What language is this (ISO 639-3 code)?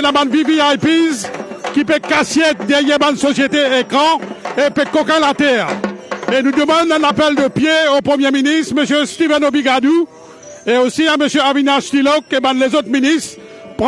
mfe